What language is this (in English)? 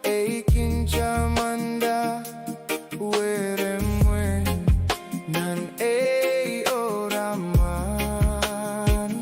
Pohnpeian